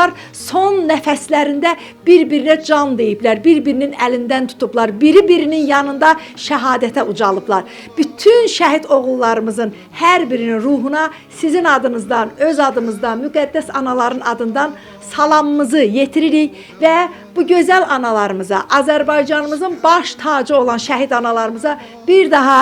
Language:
Azerbaijani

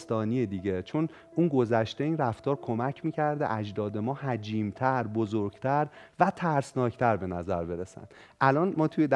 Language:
Persian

